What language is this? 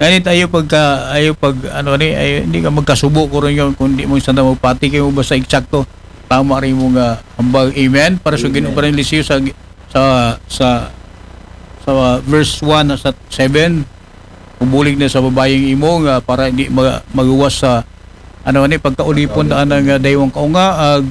Aklanon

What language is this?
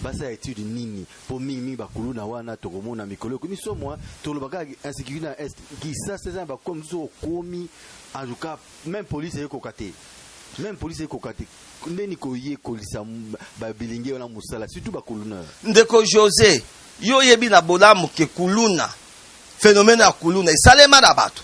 Lingala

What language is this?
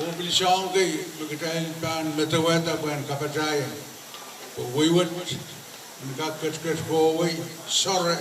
Pohnpeian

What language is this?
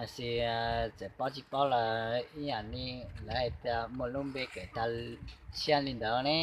Hmong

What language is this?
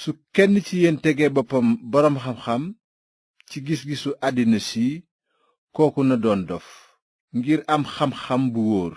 Wolof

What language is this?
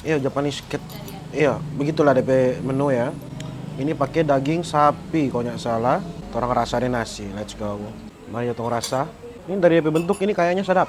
Manado Malay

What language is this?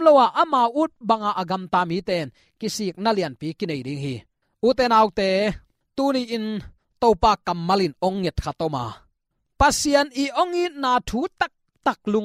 Tedim Chin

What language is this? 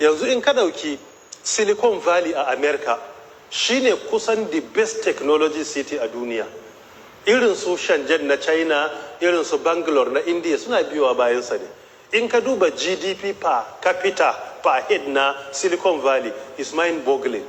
Hausa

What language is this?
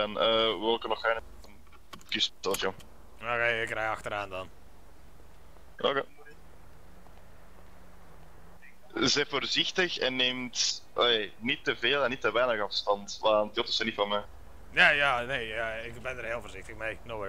Dutch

